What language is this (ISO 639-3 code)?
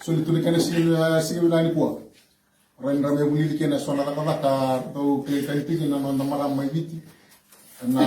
fij